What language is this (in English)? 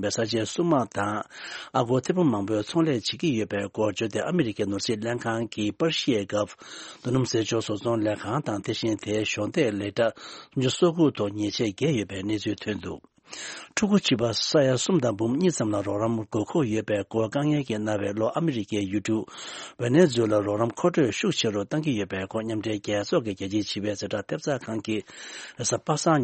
Tibetan